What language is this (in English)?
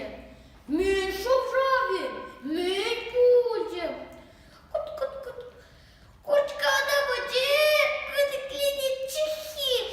Chuvash